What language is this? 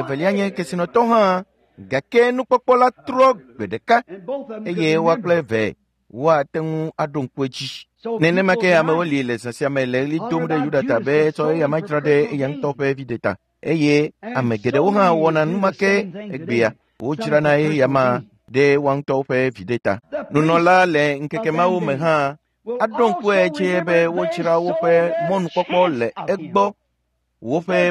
Ewe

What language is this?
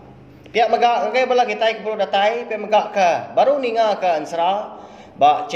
Iban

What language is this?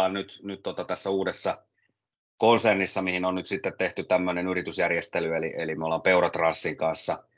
Finnish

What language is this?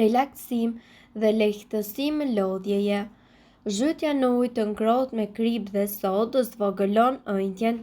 Albanian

